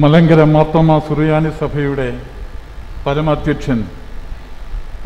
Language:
Malayalam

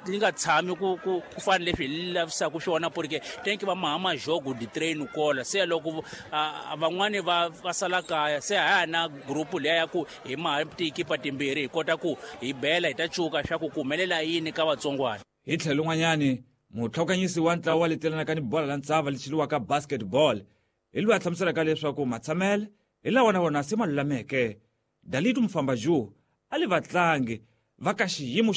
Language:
Tsonga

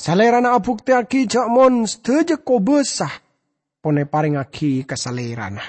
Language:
Madurese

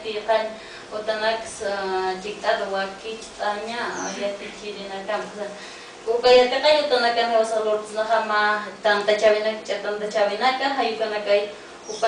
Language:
Aymara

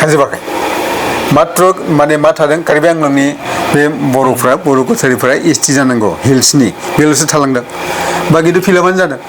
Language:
Bodo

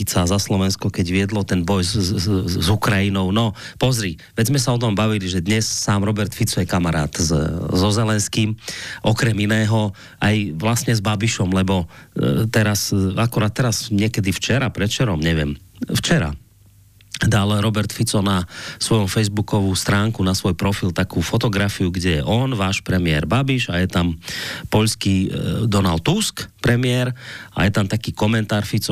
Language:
Slovak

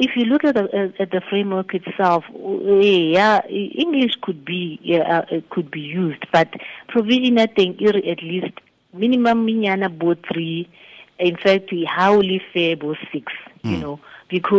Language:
Tswana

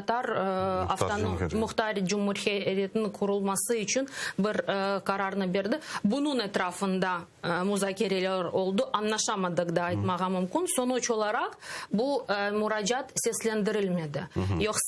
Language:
Crimean Tatar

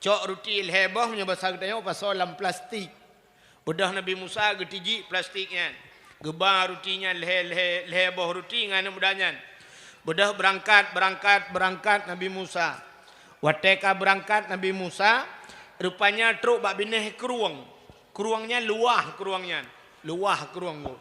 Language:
Achinese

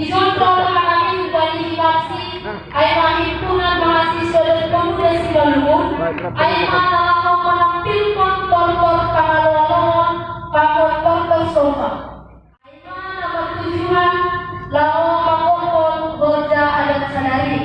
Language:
Batak Simalungun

